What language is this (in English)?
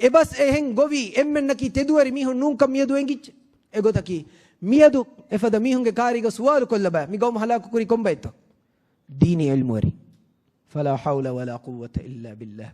Divehi